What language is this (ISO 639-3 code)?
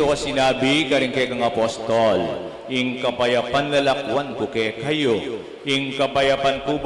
pam